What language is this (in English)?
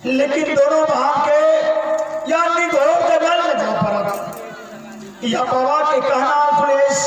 Maithili